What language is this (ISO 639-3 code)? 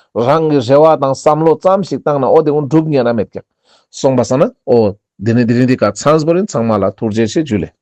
lbj